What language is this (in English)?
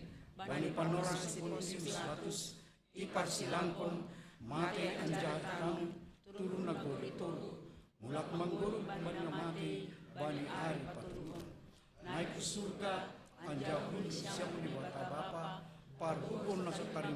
Batak Simalungun